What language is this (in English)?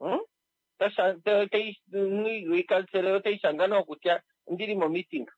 Kuanyama